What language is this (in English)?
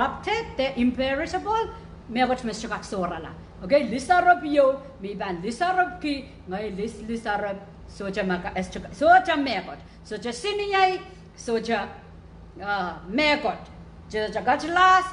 Pohnpeian